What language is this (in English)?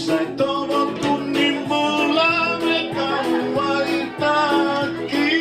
Fijian